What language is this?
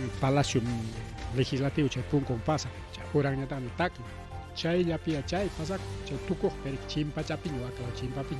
Ayacucho Quechua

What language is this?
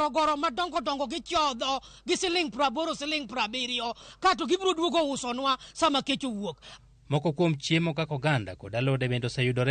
Luo (Kenya and Tanzania)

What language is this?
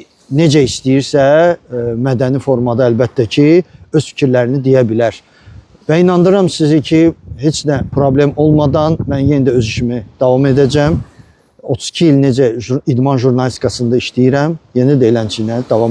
Azerbaijani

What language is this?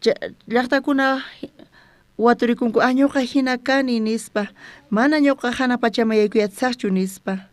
South Bolivian Quechua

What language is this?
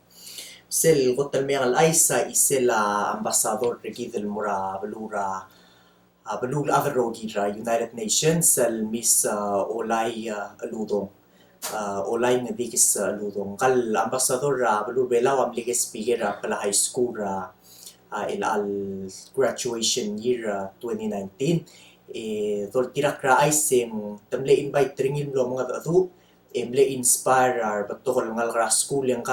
Palauan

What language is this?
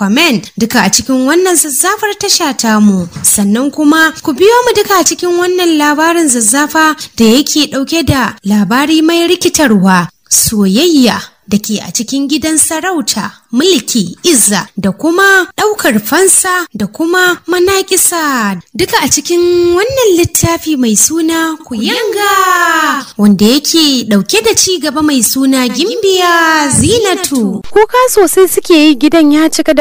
Hausa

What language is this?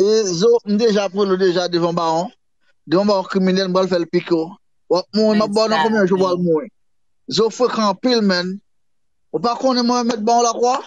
Haitian Creole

